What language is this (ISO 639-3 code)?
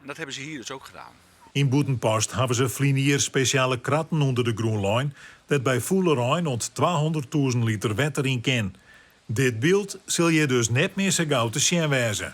fry